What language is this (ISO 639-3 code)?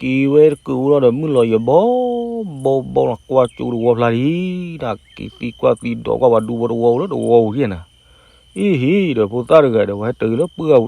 ksw